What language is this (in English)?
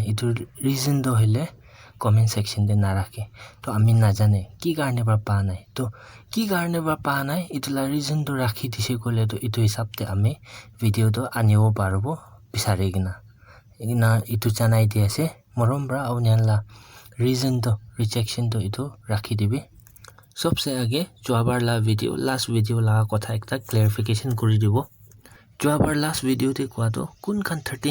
Naga Pidgin